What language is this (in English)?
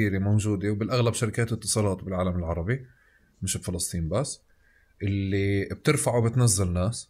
North Levantine Arabic